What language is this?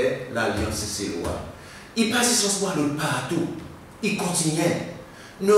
Seselwa Creole French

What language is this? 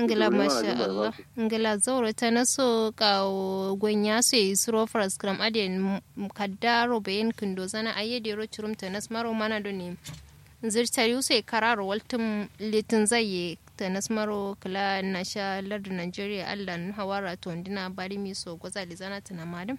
Kanuri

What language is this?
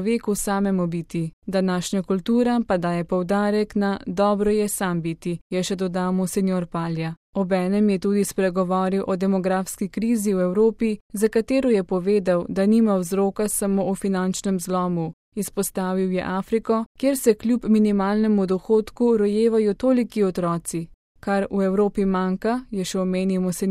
Slovenian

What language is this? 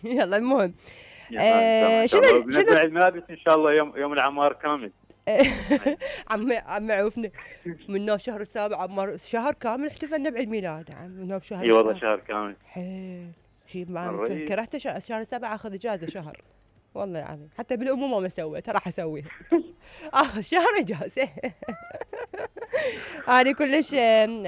Mesopotamian Arabic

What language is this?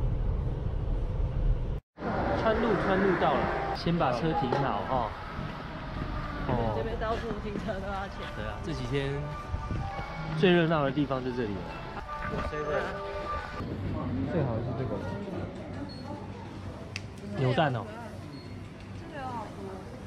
Chinese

